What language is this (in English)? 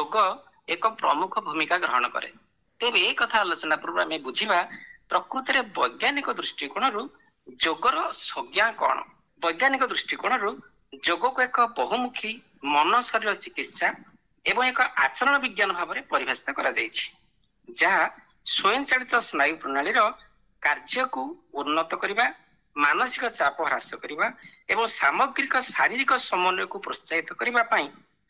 Odia